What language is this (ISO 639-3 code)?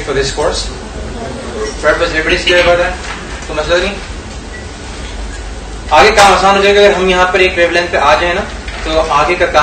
urd